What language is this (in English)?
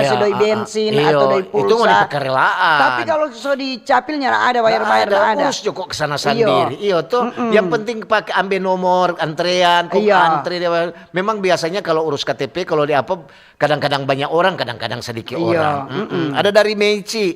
Manado Malay